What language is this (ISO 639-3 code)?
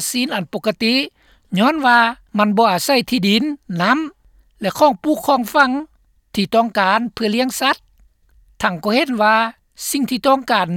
lao